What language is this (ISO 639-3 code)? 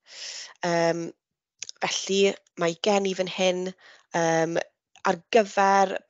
cym